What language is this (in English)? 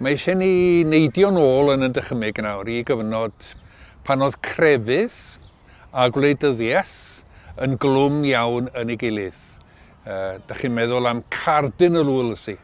Welsh